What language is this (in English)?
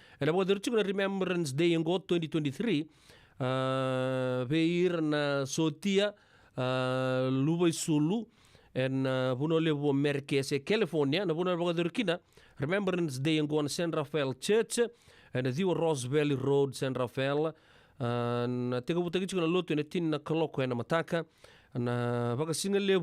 Fijian